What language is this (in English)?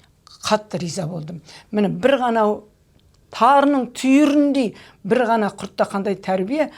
Kazakh